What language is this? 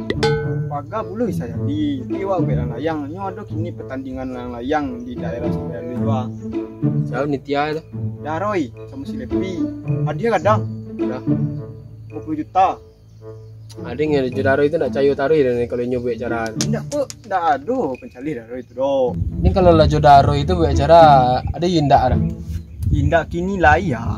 Minangkabau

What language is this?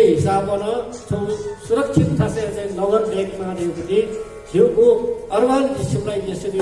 Newari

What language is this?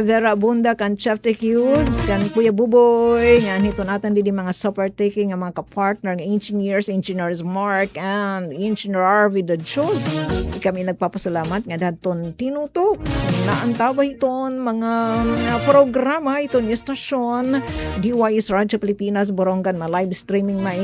Waray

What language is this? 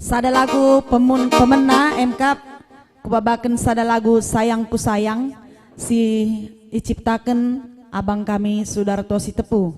Batak Karo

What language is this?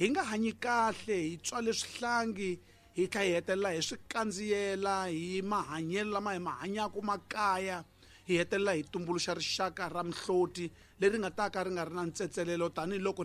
Tsonga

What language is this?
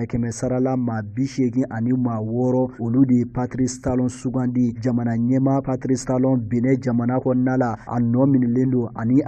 Bambara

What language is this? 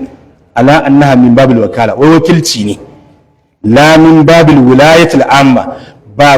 Hausa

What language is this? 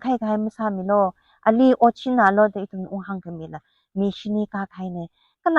Tangkhul Naga (India)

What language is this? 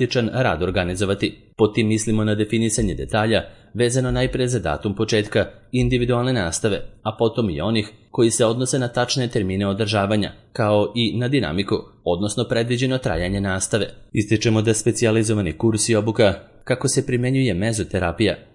Serbian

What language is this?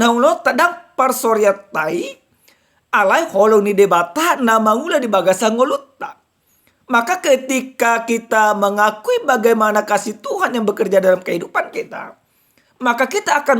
Batak Toba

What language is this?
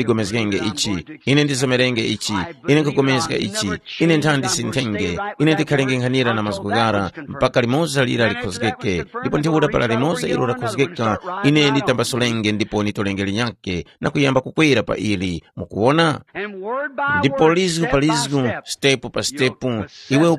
Tumbuka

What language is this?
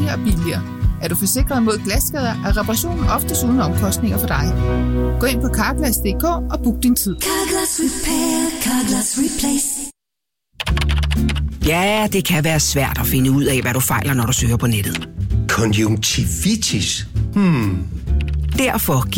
Danish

